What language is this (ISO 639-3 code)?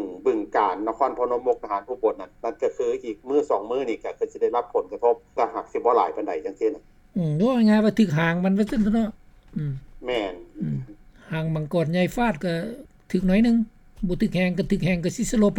lao